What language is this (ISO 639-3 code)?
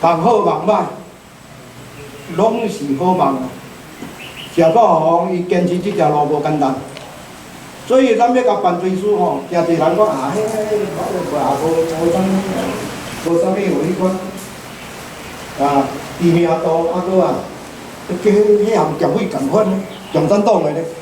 nan